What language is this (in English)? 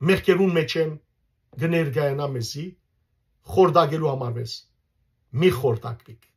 Western Armenian